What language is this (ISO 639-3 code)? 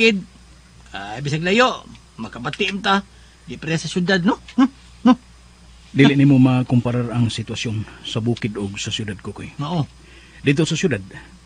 ceb